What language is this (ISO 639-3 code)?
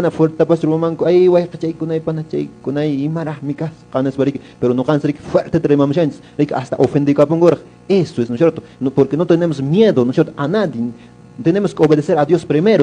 que